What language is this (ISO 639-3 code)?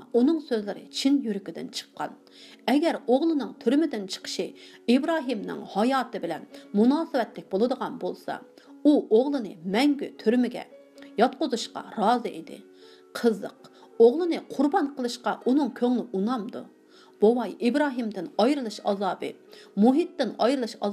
uig